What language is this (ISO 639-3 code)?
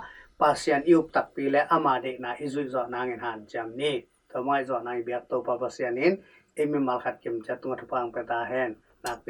ctd